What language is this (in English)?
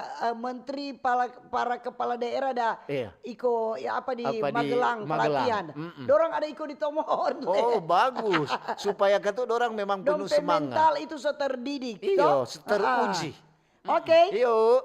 Manado Malay